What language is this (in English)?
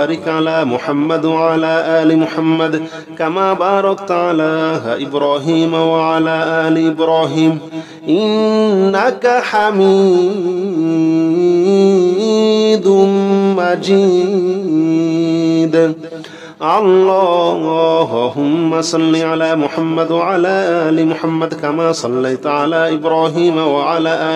Arabic